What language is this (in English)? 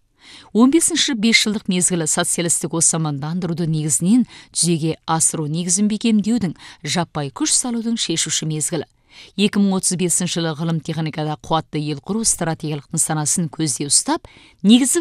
Kazakh